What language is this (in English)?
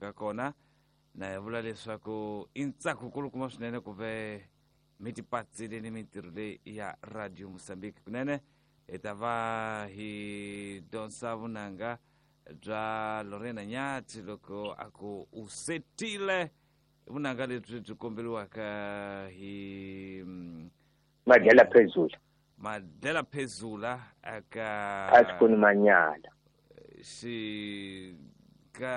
Tsonga